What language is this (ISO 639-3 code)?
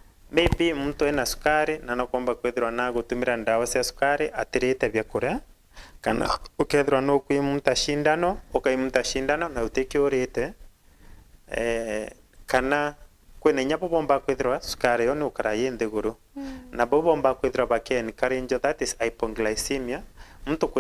mer